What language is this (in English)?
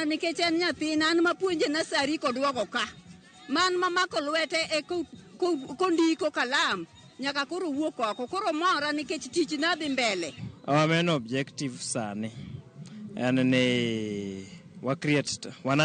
Luo (Kenya and Tanzania)